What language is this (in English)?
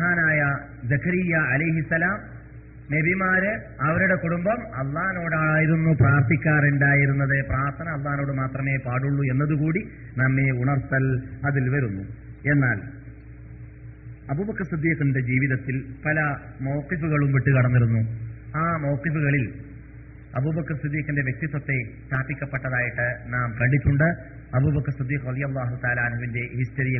Malayalam